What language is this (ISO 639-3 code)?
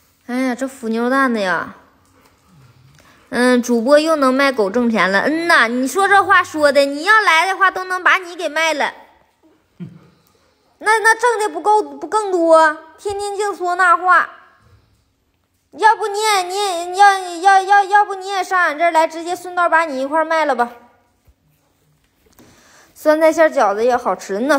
zho